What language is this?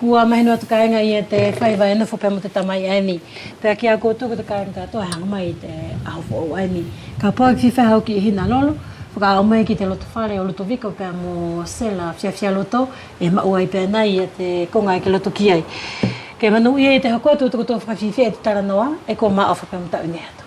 Wallisian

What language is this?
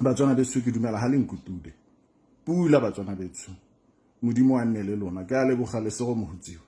Tswana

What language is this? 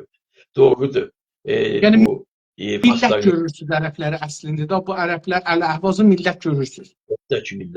South Azerbaijani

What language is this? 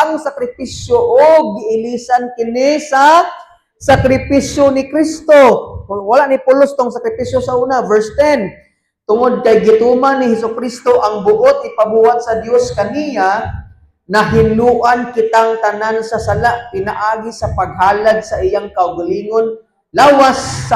Cebuano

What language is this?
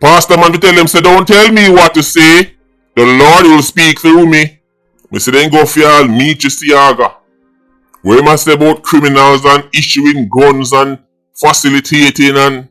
Jamaican Creole English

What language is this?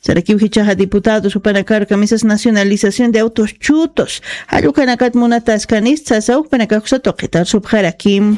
Aymara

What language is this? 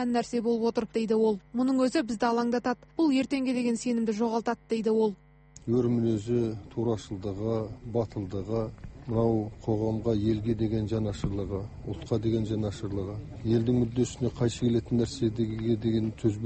Kazakh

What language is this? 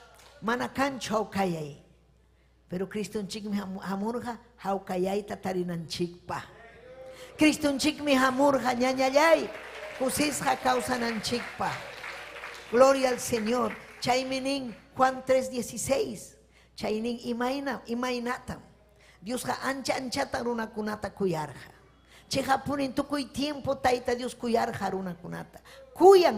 Ayacucho Quechua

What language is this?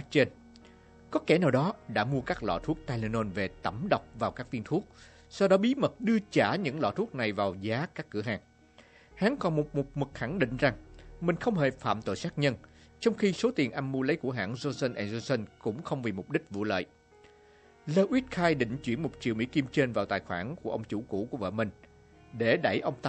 Vietnamese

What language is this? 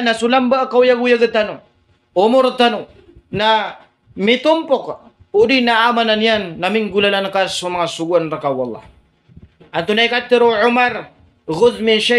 Maranao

